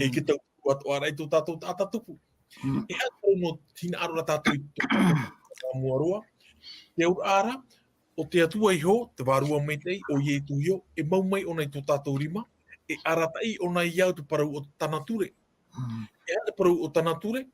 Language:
Tahitian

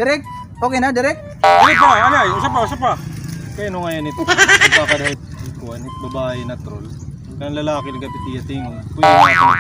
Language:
Waray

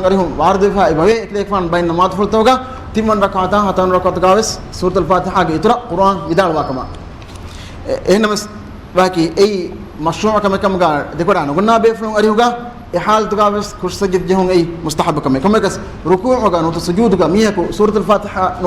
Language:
Divehi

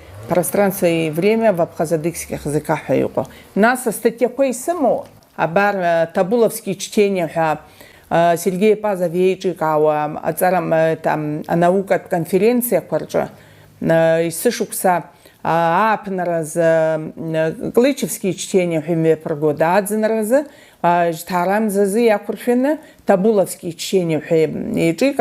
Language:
Abkhazian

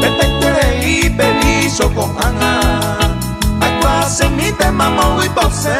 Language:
Guarani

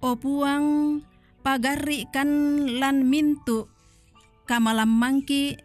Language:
Toraja-Sa'dan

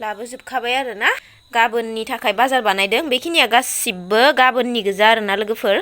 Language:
Bodo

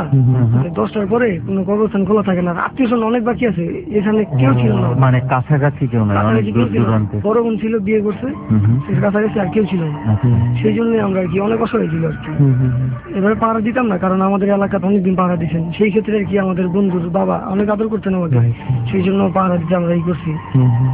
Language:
Bangla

